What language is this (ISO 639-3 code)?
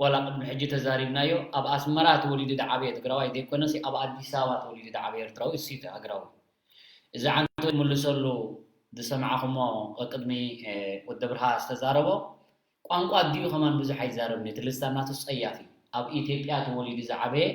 tir